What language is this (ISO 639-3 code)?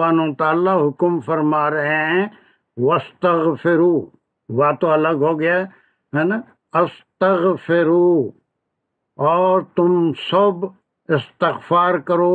urd